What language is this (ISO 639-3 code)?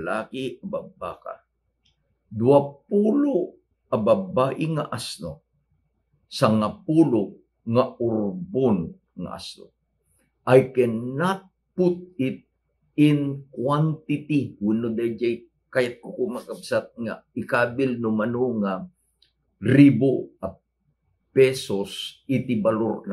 ilo